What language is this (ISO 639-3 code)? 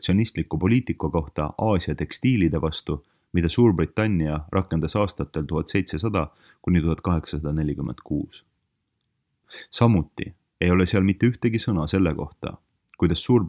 est